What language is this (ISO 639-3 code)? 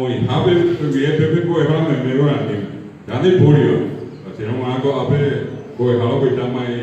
grn